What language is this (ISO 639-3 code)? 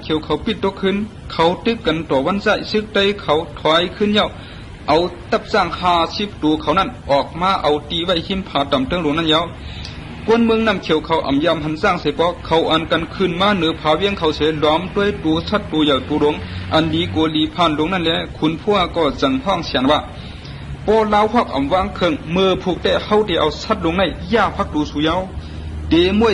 shn